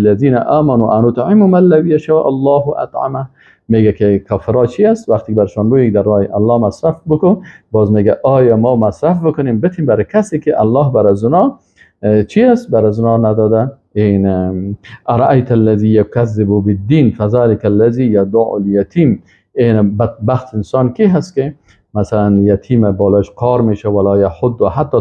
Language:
Persian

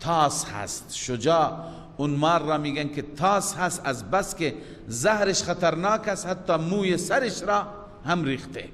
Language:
Persian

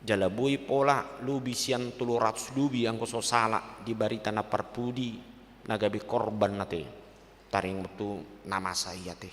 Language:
Batak Toba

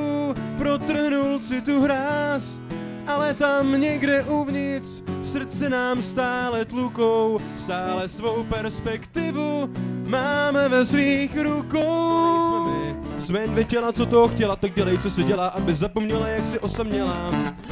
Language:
Czech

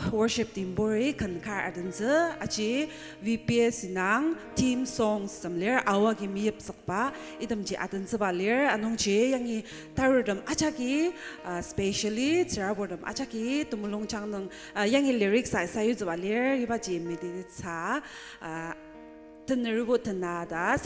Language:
Ao Naga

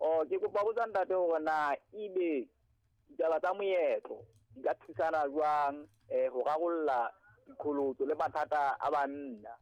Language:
Southern Sotho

